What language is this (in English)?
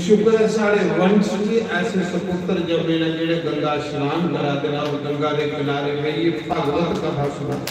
Dogri